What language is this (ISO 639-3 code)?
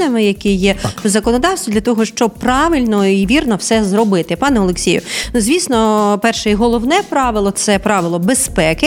ukr